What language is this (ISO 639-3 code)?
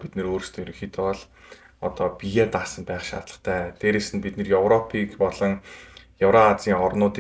mon